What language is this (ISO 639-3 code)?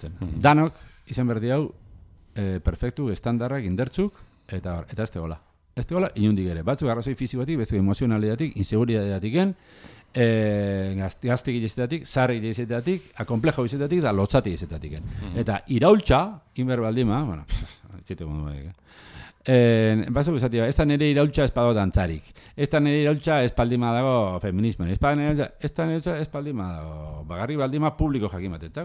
eus